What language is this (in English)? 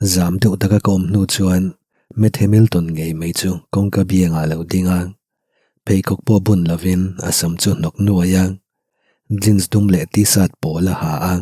Mizo